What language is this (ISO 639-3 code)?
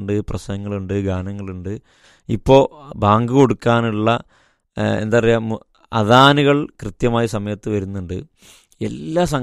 mal